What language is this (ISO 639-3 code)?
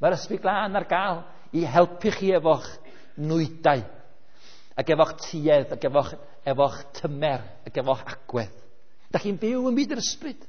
cym